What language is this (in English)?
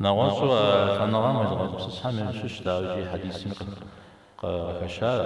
Kabardian